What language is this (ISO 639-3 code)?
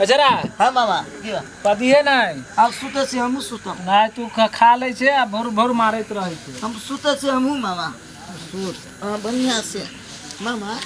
mai